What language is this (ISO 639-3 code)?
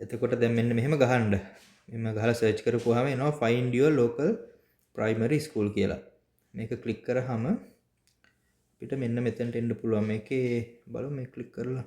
sin